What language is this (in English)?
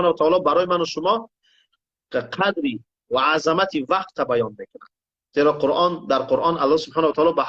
Tajik